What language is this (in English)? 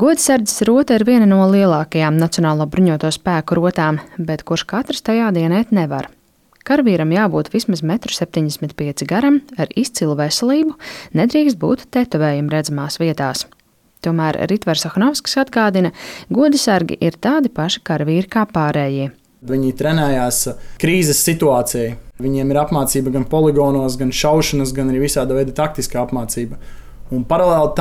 Latvian